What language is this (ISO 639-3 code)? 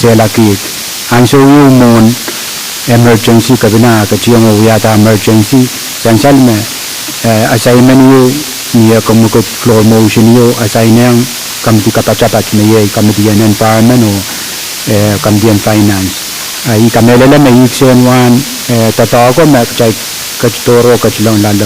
pon